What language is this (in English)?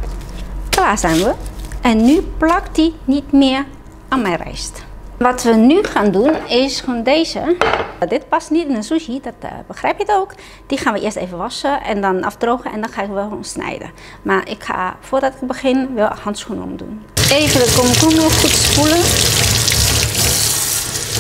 Dutch